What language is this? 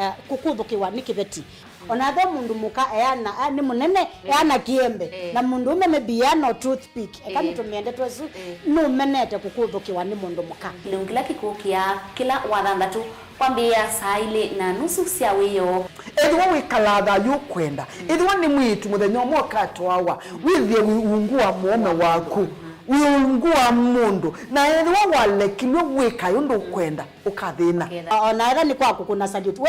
Kamba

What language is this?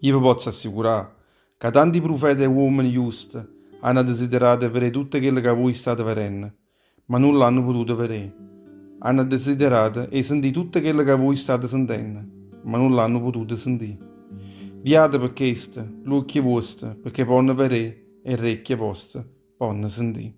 Neapolitan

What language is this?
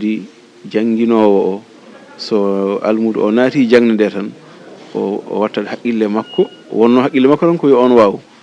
Fula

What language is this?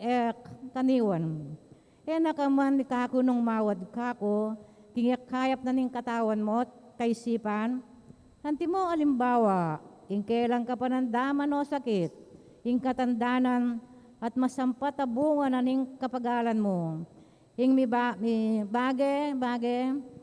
Pampanga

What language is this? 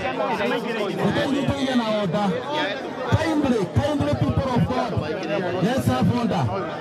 Kikuyu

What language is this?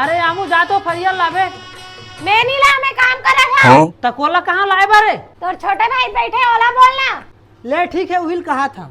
Chhattisgarhi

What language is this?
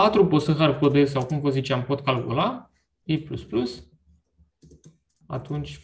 Romanian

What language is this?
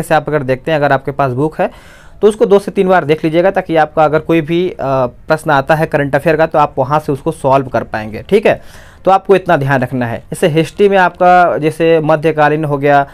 Hindi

